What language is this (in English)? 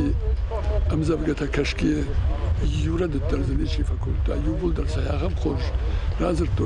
Ossetic